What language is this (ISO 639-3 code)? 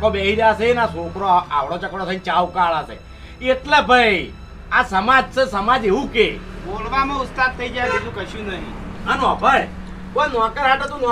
guj